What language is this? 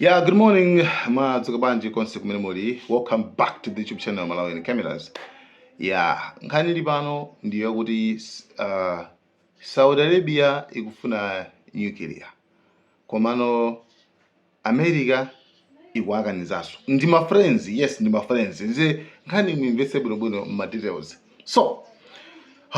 Nyanja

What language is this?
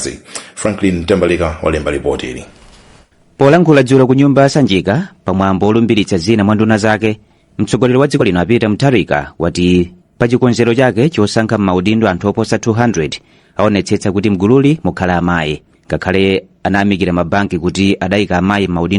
Nyanja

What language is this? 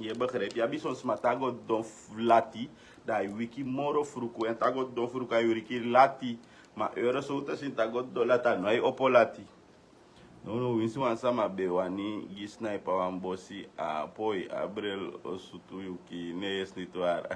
Sranan Tongo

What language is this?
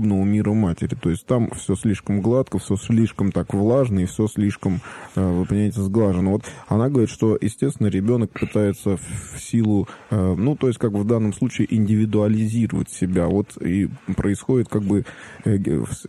Russian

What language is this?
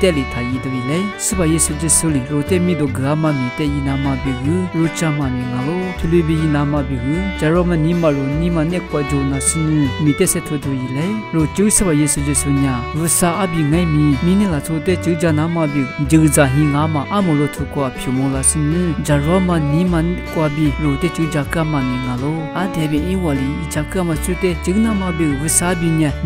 Lisu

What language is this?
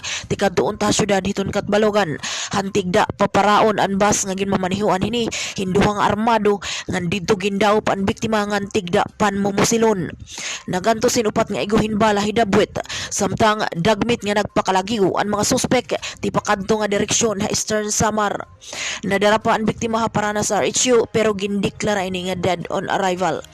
Waray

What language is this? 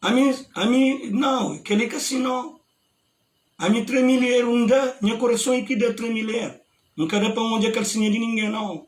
Kabuverdianu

